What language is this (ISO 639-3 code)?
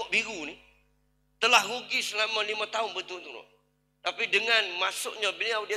msa